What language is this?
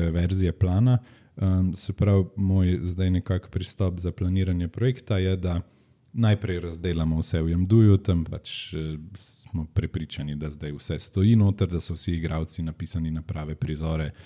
Slovenian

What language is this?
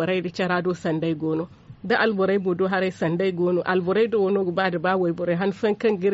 Zarma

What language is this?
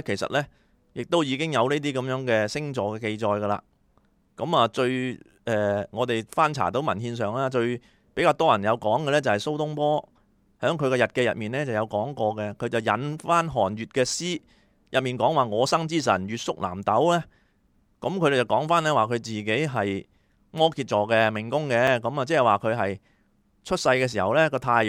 Cantonese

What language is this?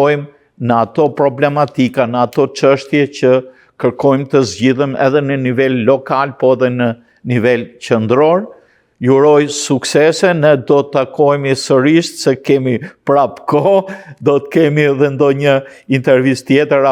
Albanian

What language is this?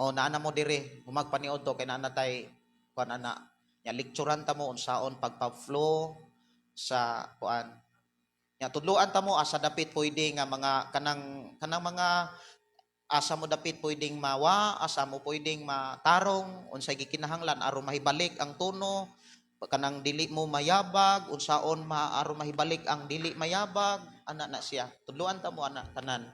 Cebuano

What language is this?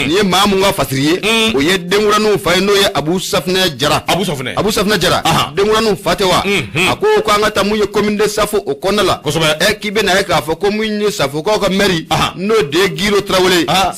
Bambara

